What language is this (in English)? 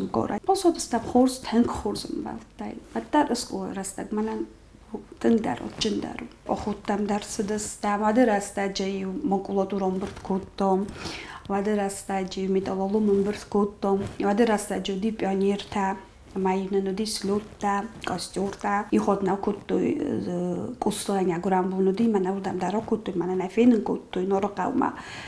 Ossetic